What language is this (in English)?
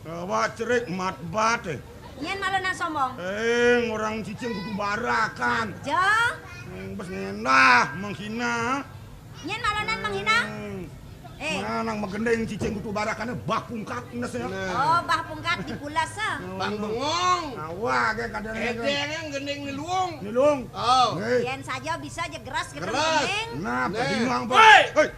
Balinese